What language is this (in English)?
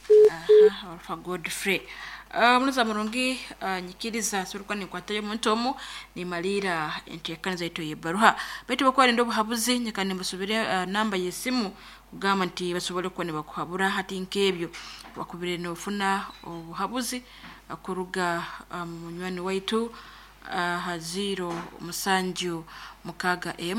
Nyoro